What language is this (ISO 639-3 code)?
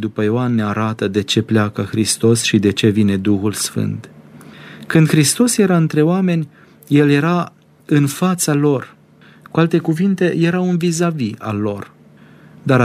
ron